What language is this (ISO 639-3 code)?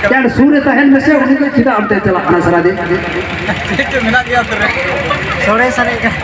sat